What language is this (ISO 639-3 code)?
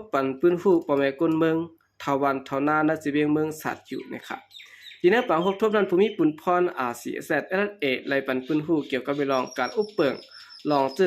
shn